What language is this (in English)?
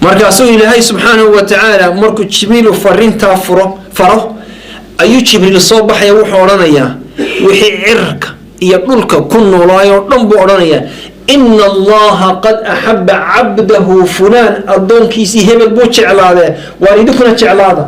Somali